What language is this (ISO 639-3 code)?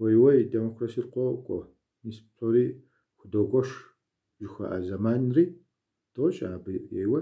kbd